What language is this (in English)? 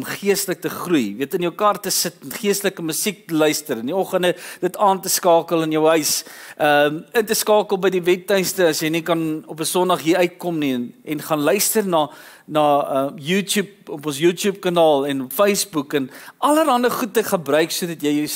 Afrikaans